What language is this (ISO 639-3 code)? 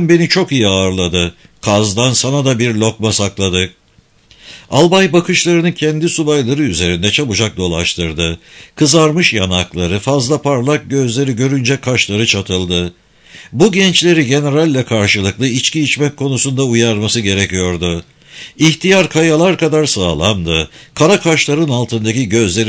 tur